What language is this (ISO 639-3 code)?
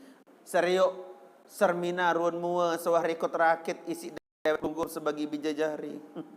sas